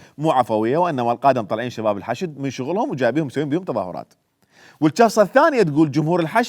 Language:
Mesopotamian Arabic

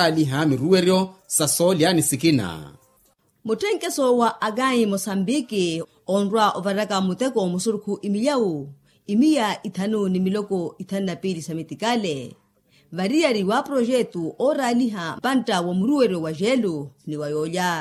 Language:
Makhuwa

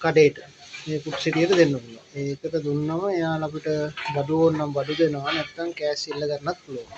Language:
Sinhala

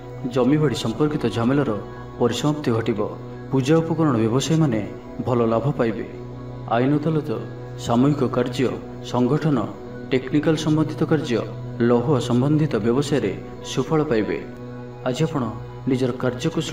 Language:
Odia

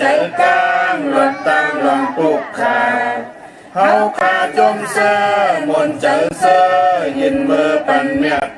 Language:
Shan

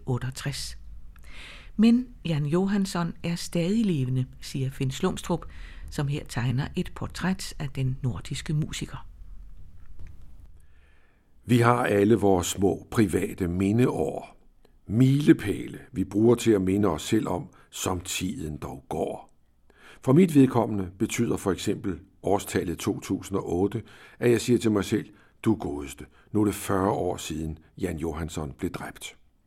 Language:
Danish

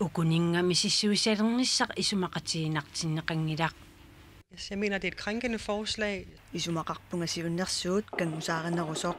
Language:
Kalaallisut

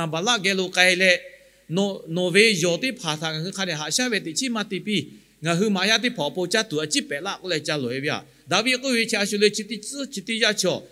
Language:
Lahu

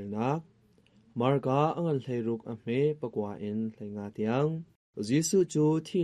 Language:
Hakha Chin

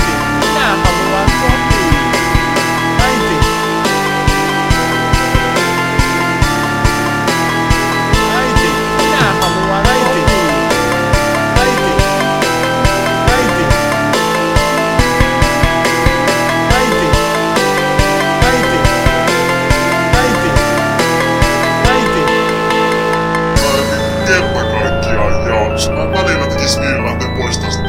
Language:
Finnish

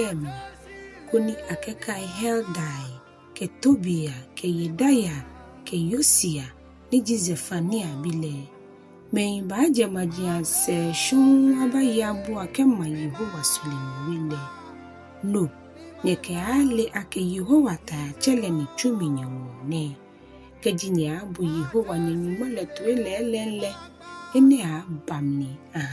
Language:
Ga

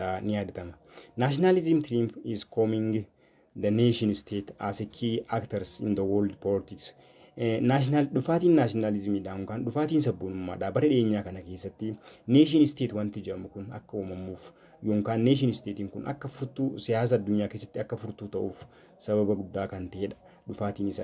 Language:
Oromo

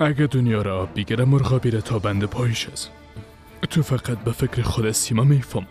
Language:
Persian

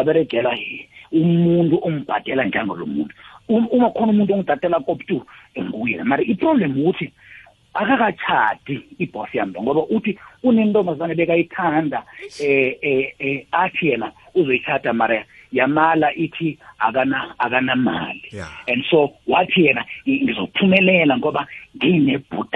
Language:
South Ndebele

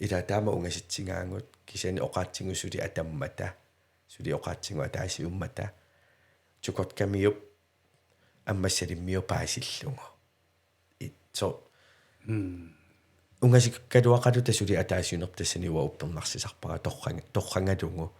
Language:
Kalaallisut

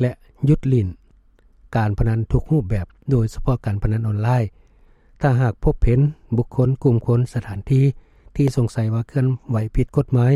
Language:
Lao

